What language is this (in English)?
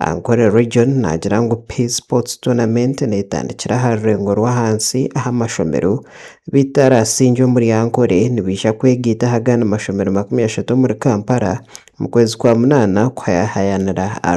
Nyankole